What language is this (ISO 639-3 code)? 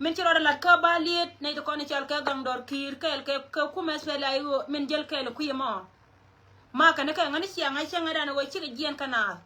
nus